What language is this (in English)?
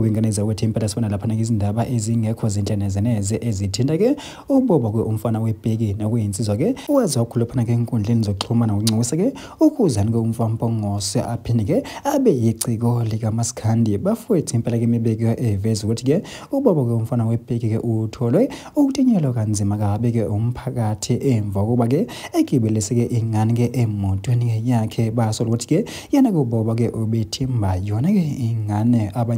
Zulu